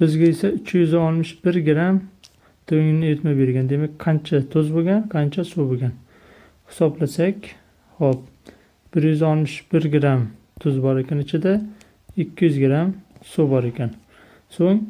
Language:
Uzbek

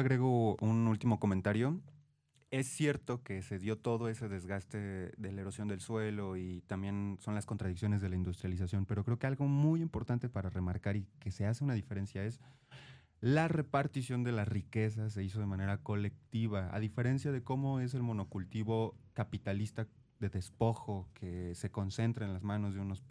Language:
Spanish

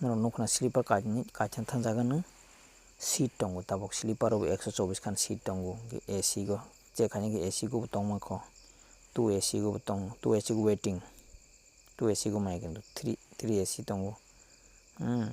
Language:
Kok Borok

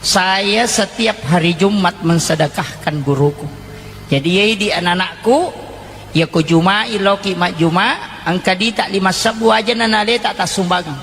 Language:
Buginese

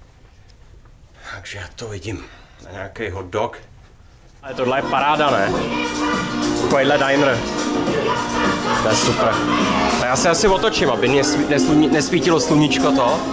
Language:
Czech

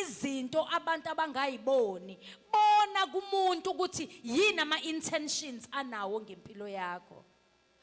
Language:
Zulu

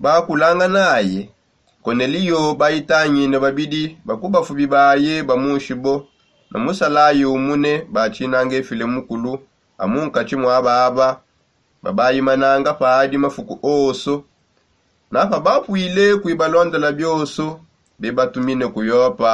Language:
Songe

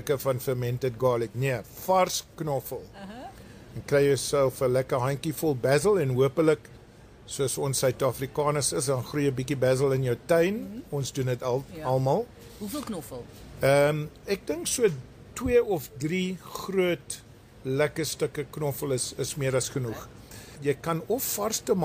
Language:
Afrikaans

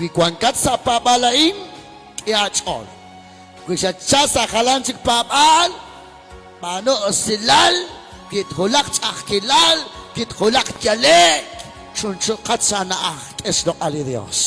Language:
Kekchí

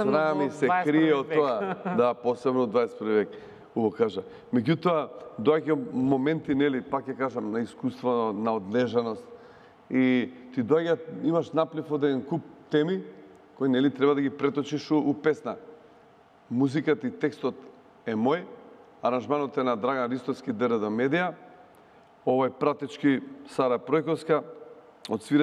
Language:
Macedonian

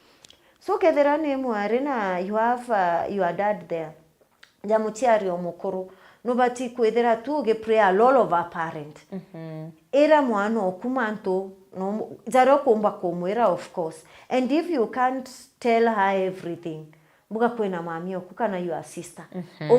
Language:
Meru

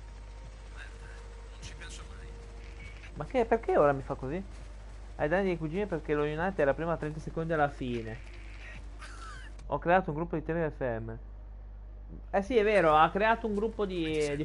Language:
Italian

